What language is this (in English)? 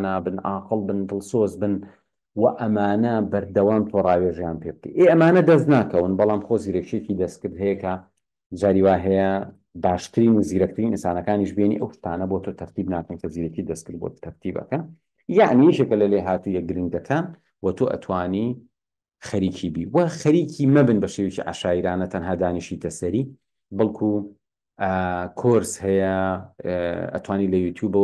Central Kurdish